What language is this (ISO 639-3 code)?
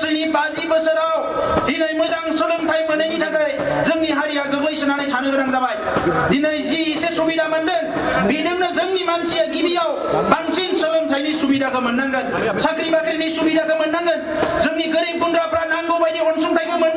brx